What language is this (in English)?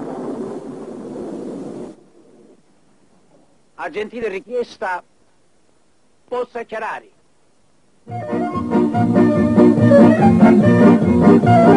Italian